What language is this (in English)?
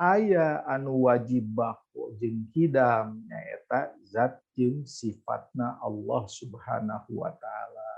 Sundanese